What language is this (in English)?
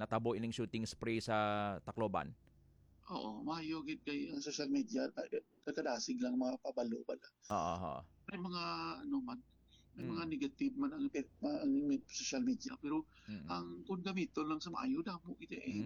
Hiligaynon